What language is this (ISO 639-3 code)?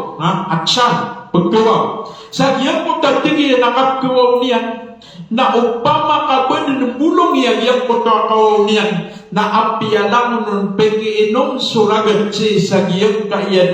mrw